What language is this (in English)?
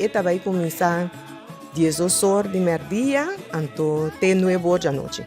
Papiamento